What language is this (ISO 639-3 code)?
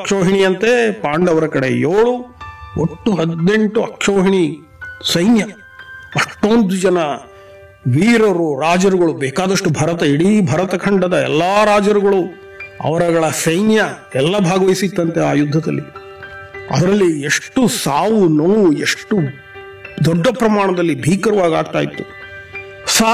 kan